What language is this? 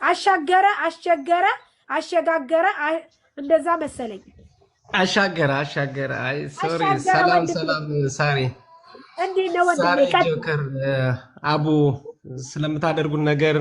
Amharic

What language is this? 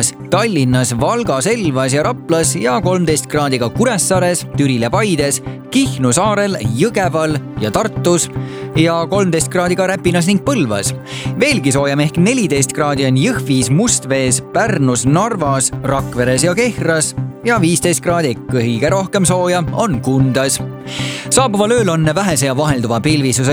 Estonian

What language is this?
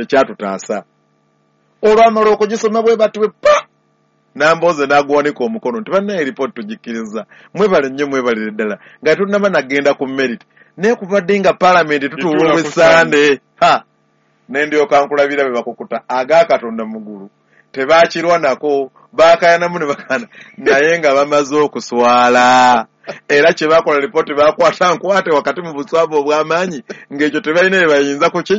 Ganda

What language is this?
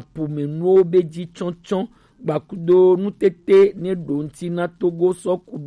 Gen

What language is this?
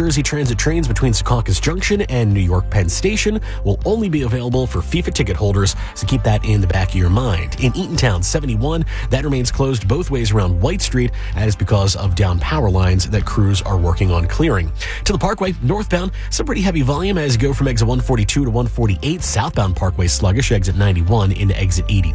English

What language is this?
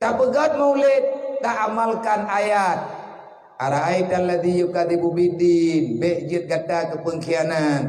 Achinese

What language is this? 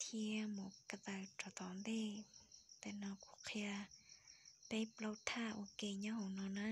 Hmong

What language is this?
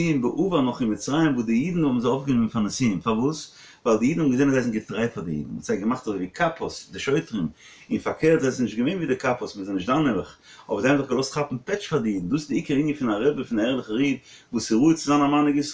Yiddish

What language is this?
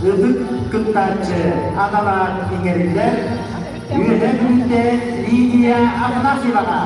Yakut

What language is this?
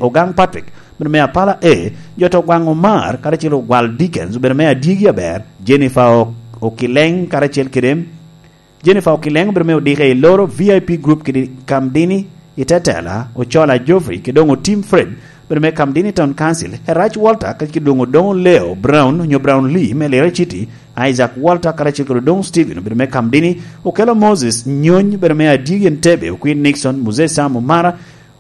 Lango (Uganda)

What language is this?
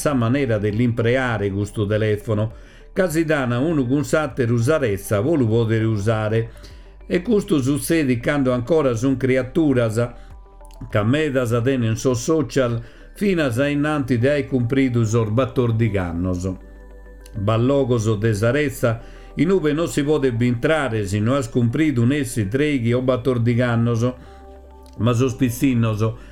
Sardinian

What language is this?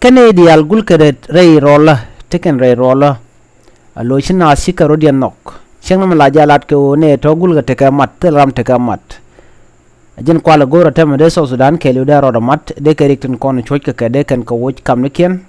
Nuer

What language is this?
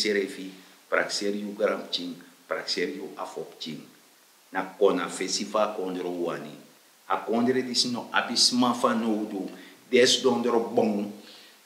Sranan Tongo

